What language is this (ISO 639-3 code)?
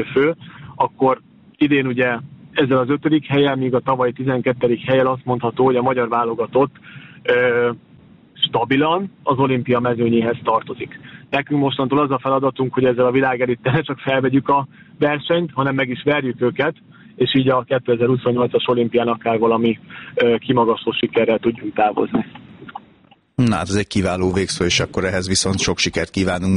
hun